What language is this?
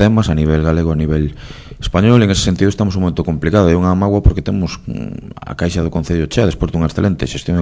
Galician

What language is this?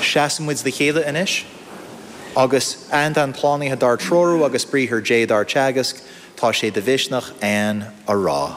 Irish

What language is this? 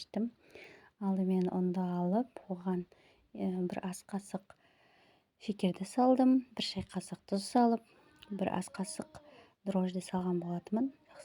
Kazakh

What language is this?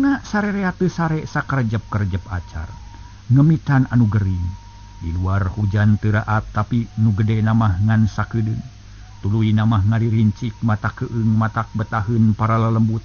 Sundanese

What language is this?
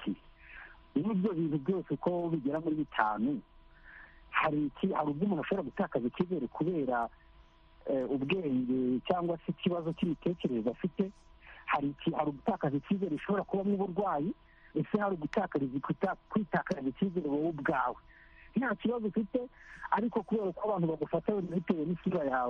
Kinyarwanda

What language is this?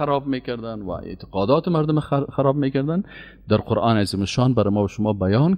Persian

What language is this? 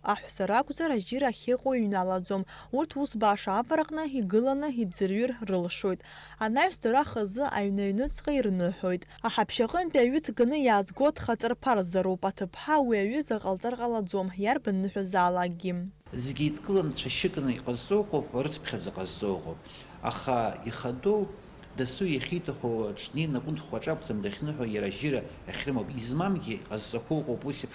Abkhazian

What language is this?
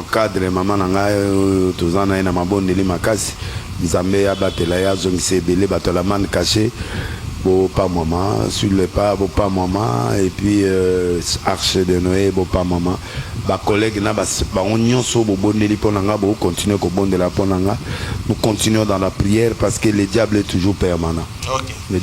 Lingala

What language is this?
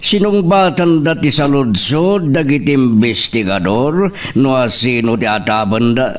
Iloko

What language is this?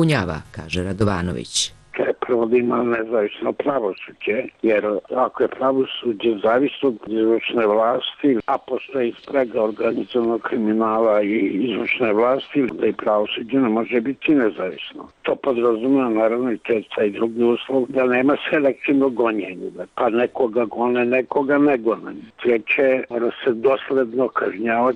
Serbian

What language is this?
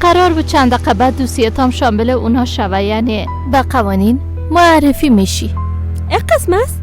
Persian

